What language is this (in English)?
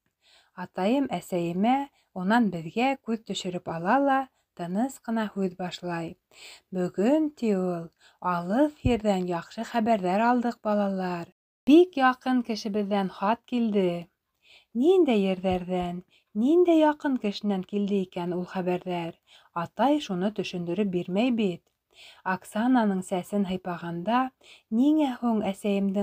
Bashkir